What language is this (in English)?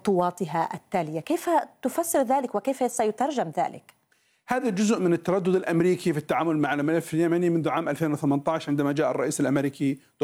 Arabic